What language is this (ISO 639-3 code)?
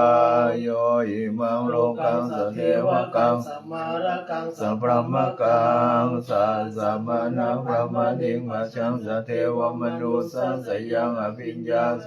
pli